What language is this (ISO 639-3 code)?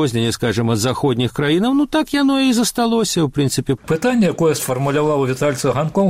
bel